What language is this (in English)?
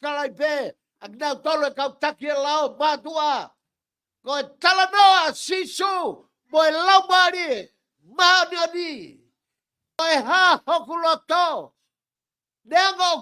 Tongan